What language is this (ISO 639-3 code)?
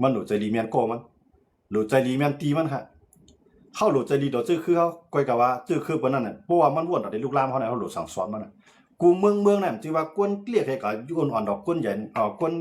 shn